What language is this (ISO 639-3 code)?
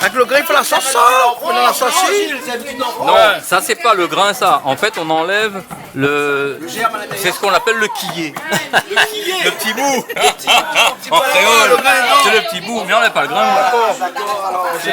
rcf